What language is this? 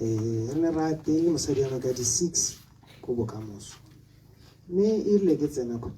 Tswana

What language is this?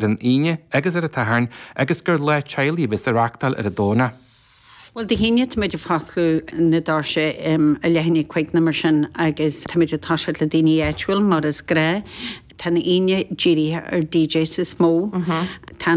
Irish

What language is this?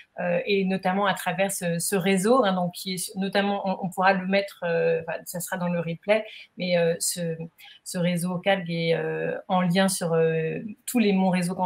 French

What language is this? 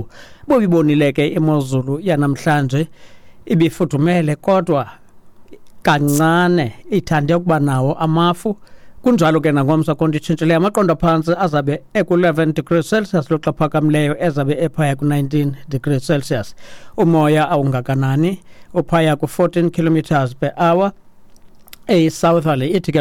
Xhosa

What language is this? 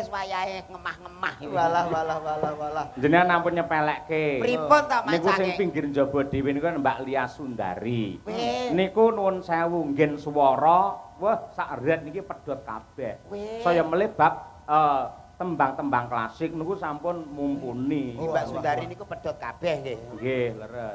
Javanese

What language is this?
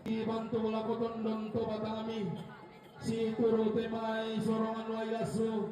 Toraja-Sa'dan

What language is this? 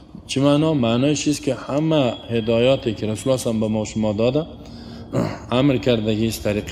Tajik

